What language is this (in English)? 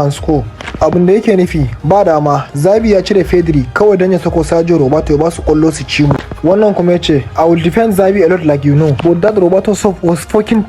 Hausa